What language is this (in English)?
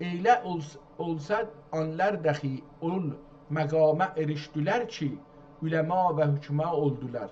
South Azerbaijani